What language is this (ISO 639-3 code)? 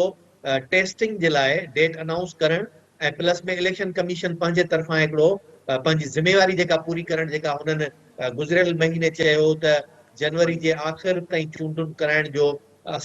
snd